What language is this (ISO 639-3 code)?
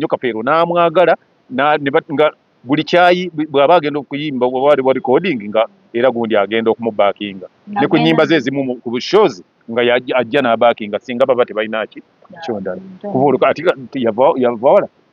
lug